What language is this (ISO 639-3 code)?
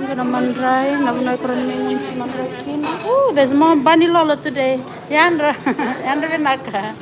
fij